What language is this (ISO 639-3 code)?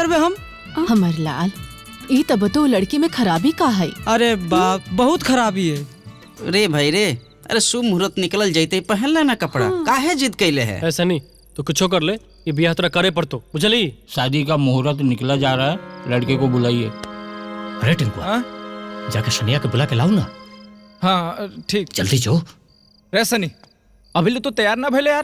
mag